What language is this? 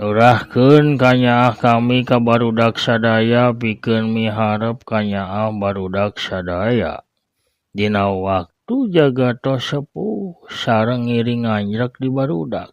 Sundanese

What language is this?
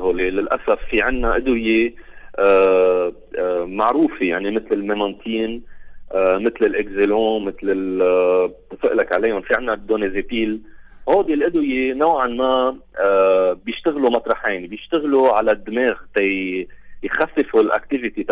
North Levantine Arabic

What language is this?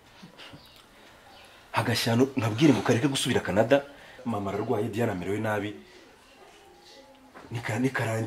Kinyarwanda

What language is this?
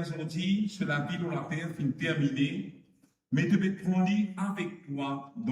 Morisyen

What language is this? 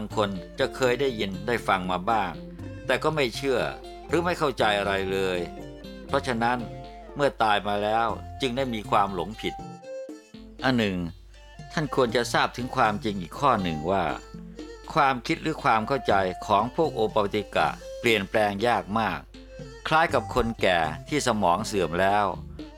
Thai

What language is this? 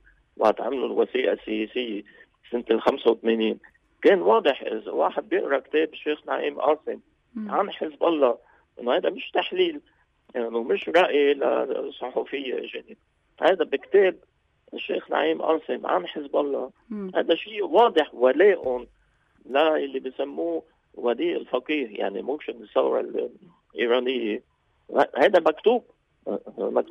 North Levantine Arabic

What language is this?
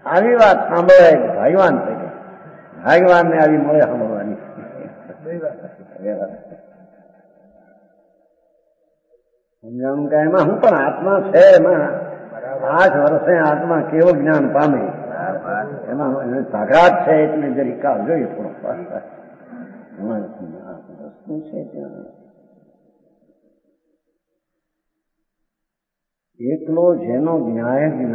Gujarati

